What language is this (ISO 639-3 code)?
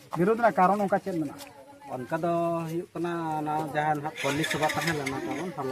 sat